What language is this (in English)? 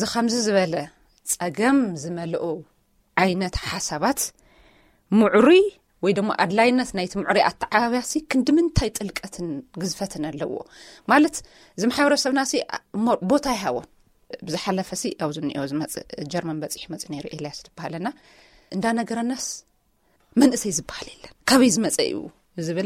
Tigrinya